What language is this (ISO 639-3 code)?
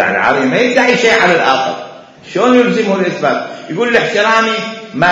acm